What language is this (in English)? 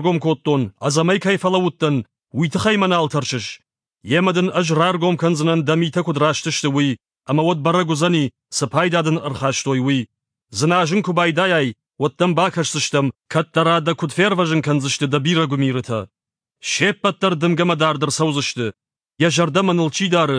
Ossetic